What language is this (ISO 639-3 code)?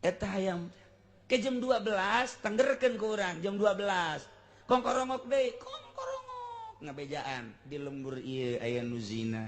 sun